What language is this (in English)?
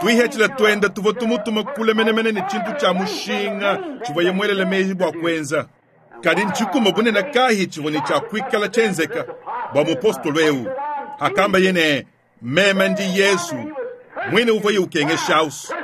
Luba-Lulua